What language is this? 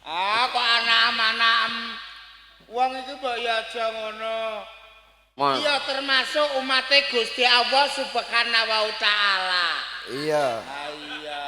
Javanese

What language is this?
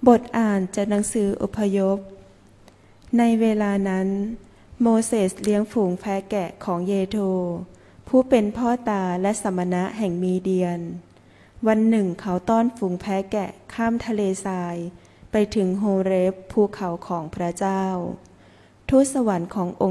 Thai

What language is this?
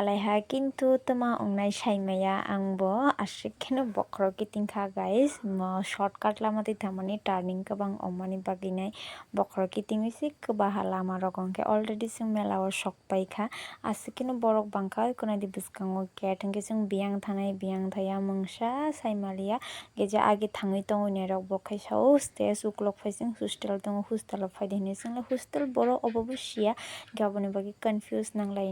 Kok Borok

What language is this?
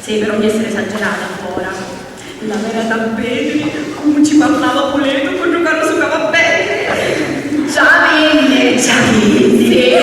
Sicilian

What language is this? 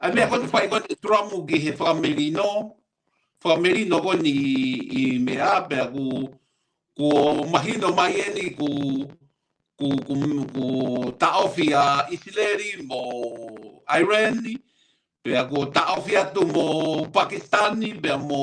Tongan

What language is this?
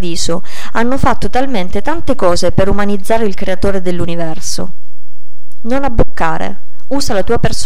Italian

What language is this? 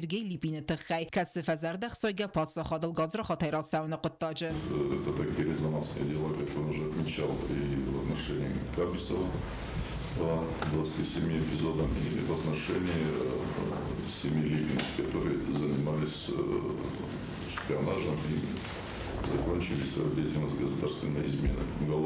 Ossetic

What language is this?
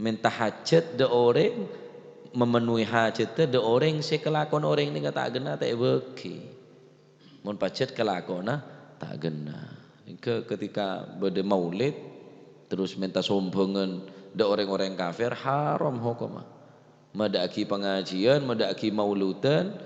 Madurese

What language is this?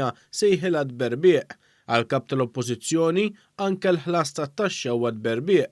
Maltese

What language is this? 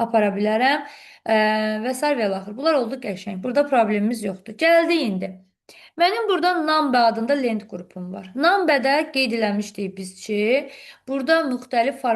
Azerbaijani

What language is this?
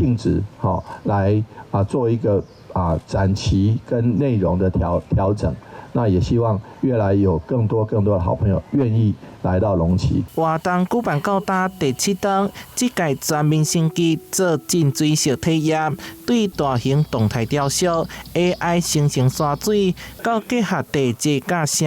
Min Nan Chinese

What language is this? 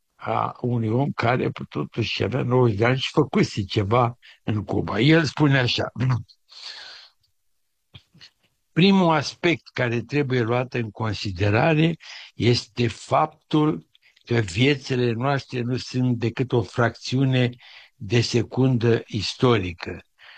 Romanian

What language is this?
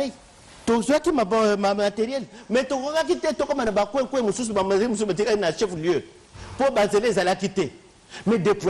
Lingala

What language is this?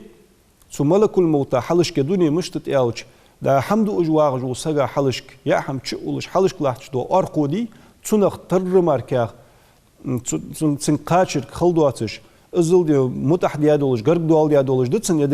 Ingush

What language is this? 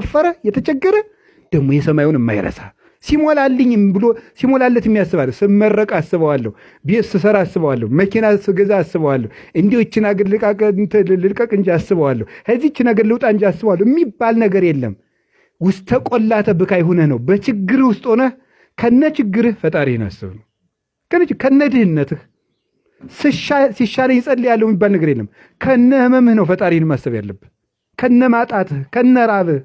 Amharic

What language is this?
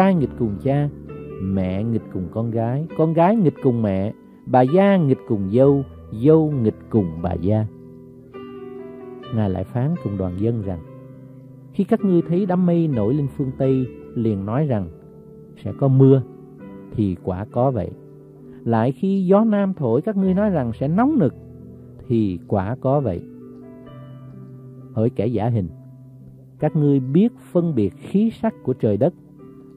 Vietnamese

